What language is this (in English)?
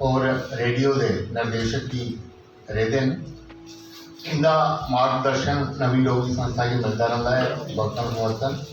Dogri